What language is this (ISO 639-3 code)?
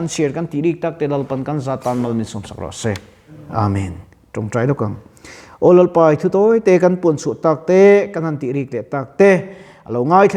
lus